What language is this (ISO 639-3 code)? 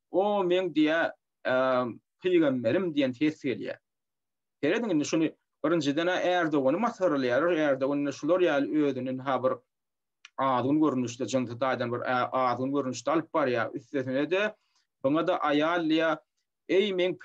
tuk